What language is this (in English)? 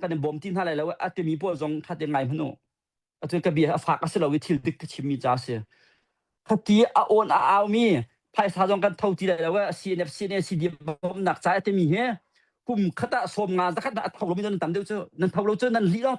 Hakha Chin